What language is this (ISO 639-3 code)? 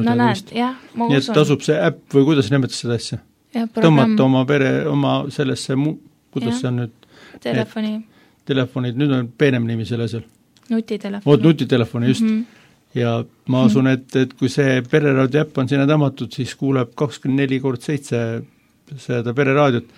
est